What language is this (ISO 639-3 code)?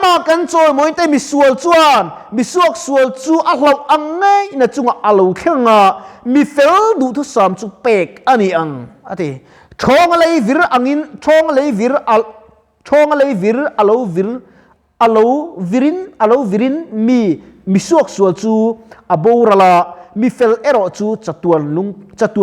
lus